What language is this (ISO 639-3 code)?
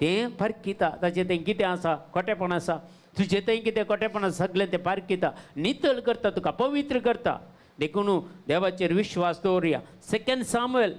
kok